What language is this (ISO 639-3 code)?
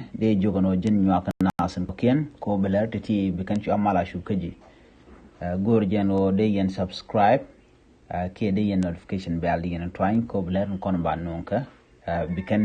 nus